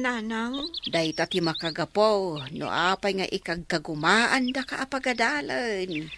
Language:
Iloko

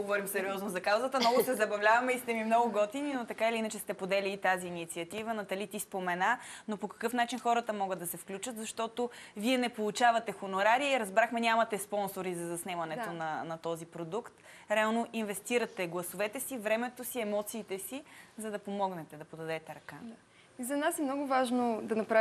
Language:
Bulgarian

